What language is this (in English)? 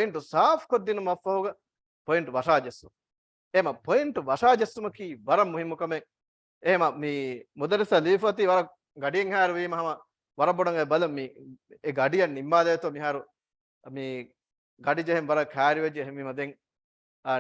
Divehi